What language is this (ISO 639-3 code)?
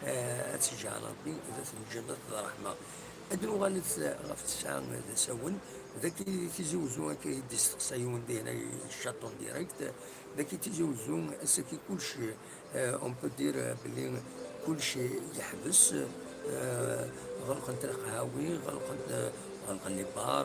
kab